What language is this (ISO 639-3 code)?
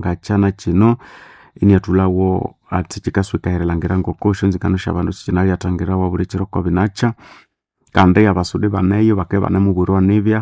nnb